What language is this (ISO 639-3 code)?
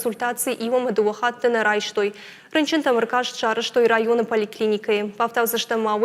oss